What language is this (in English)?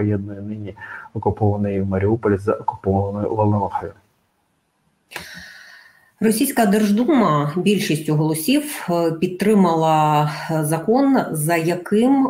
Ukrainian